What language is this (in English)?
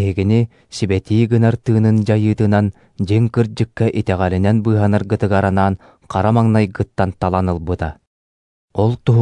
Yakut